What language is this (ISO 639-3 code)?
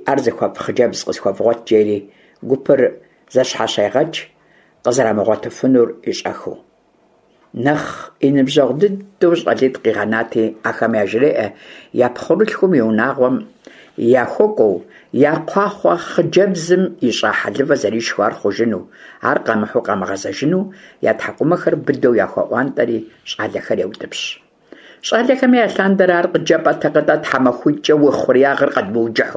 kbd